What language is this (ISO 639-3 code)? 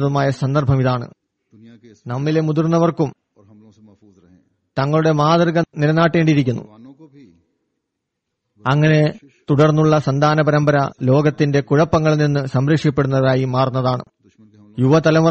mal